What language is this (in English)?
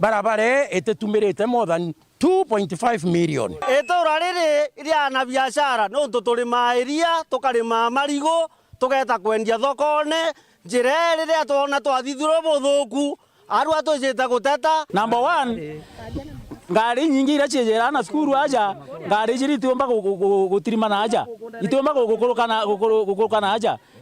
Meru